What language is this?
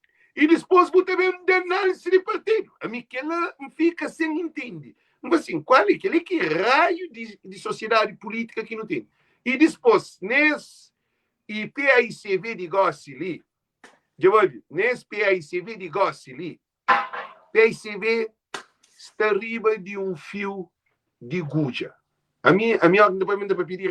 Kabuverdianu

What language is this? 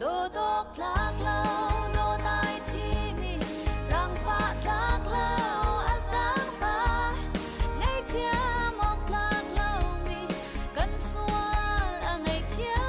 Hakha Chin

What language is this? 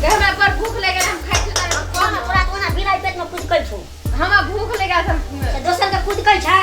Maithili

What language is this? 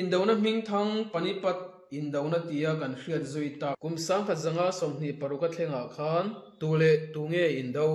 Mizo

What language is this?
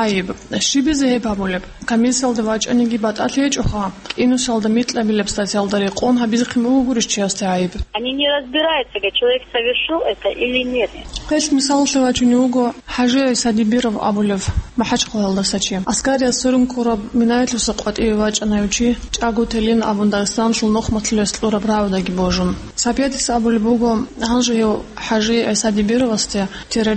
Avaric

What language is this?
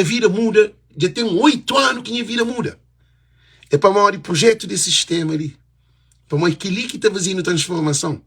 Kabuverdianu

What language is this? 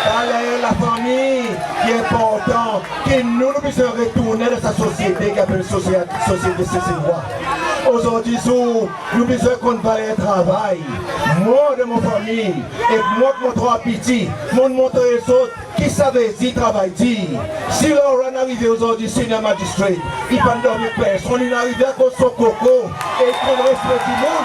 Seselwa Creole French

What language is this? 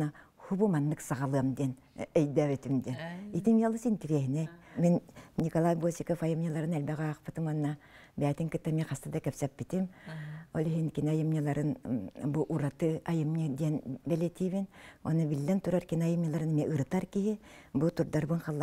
Yakut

